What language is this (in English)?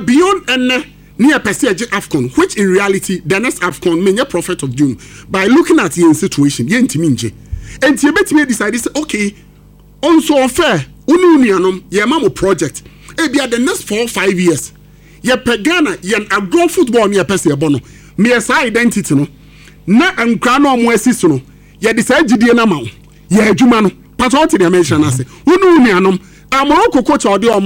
Akan